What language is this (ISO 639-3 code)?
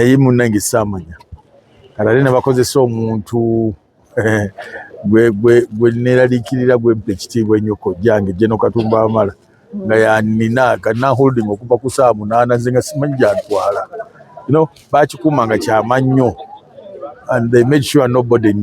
lug